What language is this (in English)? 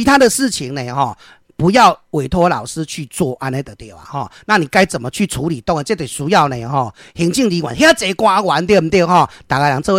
Min Nan Chinese